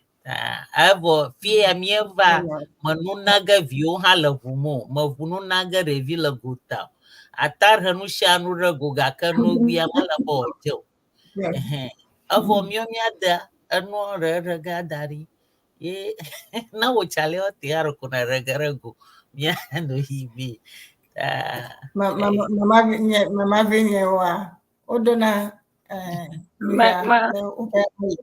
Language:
Ewe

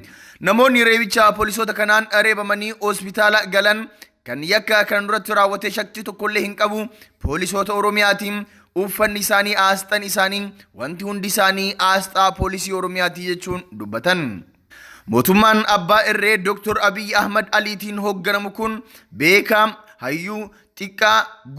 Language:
Oromo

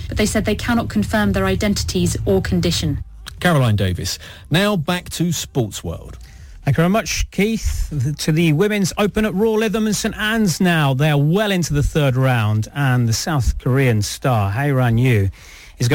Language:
English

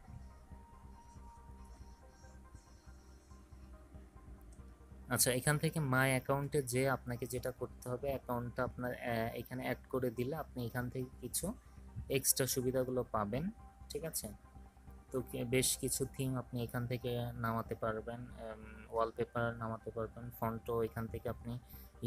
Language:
Bangla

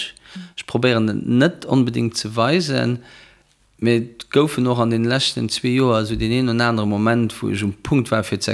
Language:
Luxembourgish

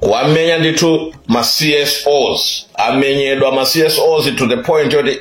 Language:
Nyanja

